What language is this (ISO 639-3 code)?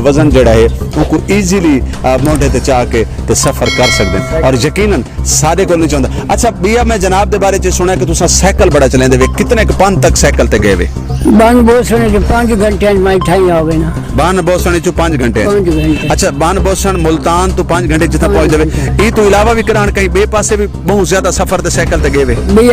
skr